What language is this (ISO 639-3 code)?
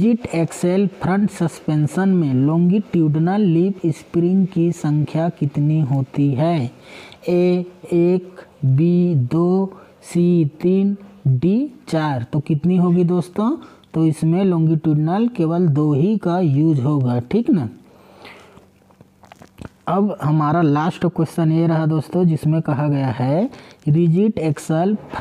hin